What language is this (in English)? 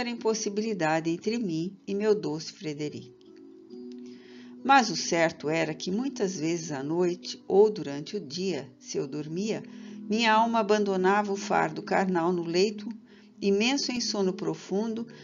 Portuguese